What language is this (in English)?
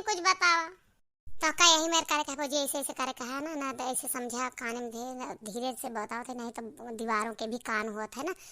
Awadhi